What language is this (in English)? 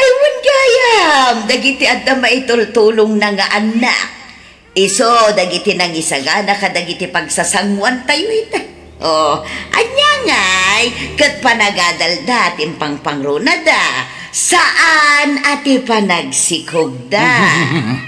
Iloko